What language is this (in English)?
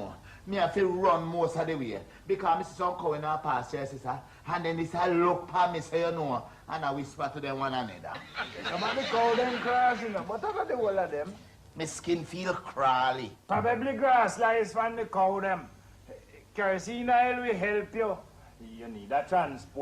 Jamaican Creole English